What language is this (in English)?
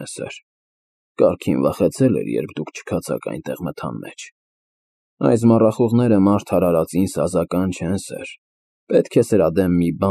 Armenian